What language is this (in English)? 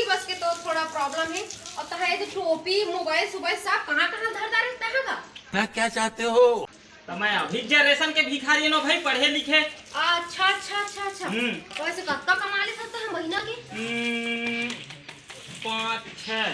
Chhattisgarhi